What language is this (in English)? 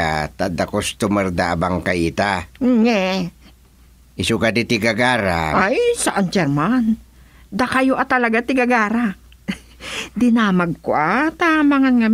Iloko